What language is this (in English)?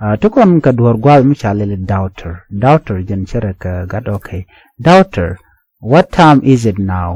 Nuer